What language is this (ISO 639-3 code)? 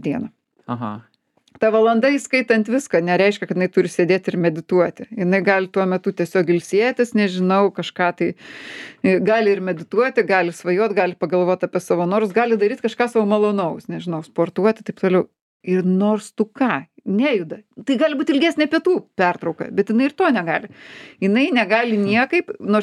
lit